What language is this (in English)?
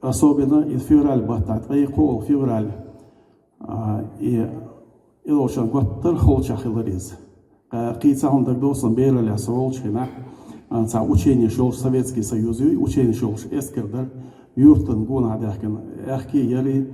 Chechen